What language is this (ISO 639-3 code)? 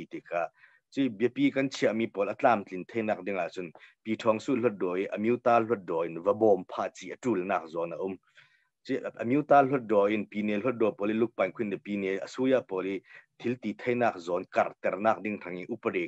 cnh